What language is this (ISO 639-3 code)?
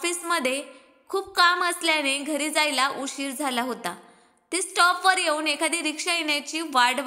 mar